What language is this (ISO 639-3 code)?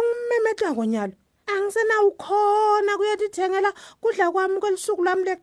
ssw